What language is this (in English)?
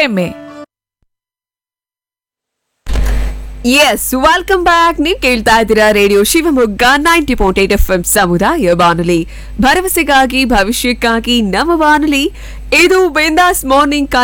Kannada